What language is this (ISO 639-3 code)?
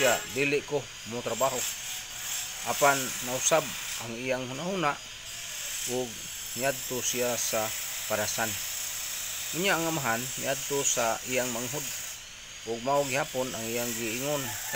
ceb